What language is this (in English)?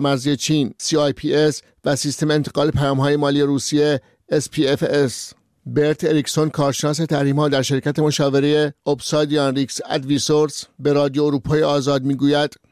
Persian